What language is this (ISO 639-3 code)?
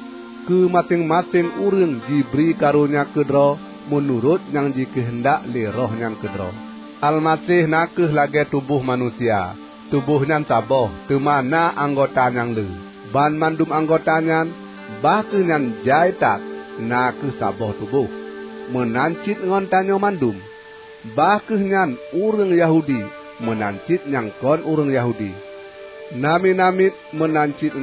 ace